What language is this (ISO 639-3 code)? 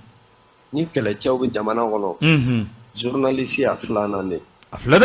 bam